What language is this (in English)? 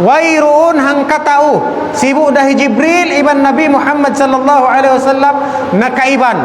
Tausug